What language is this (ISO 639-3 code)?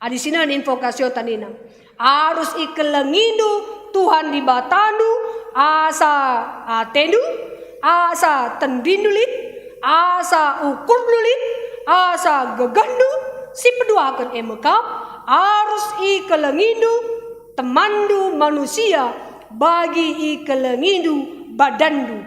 btx